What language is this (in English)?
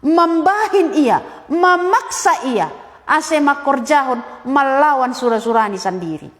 Batak Simalungun